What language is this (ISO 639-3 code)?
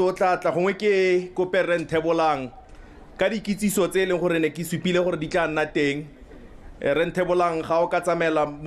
tsn